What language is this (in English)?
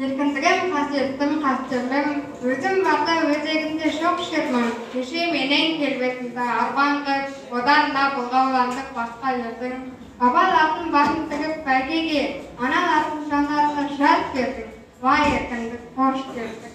Kazakh